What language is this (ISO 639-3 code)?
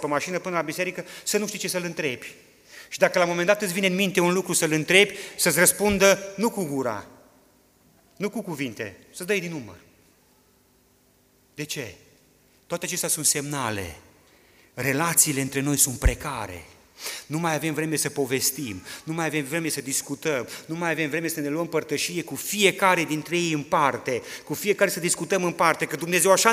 ron